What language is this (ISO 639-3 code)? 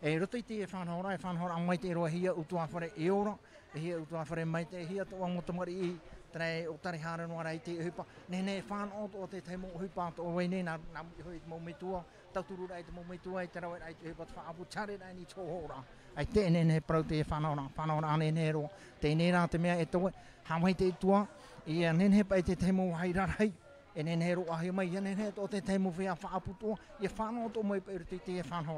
tah